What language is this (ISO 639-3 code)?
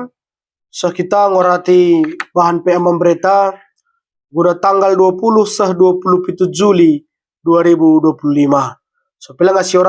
btx